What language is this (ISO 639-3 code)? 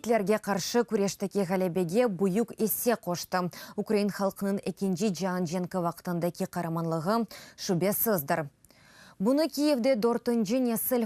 crh